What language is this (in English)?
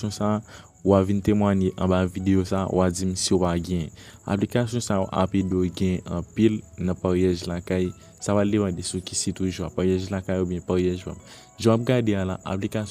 Haitian Creole